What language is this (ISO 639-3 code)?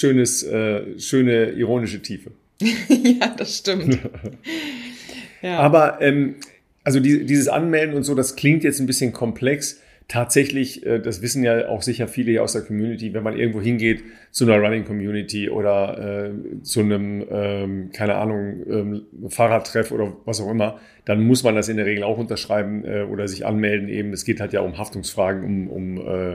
deu